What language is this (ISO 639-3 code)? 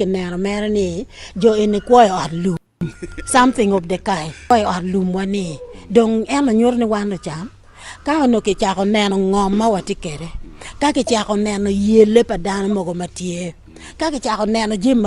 ach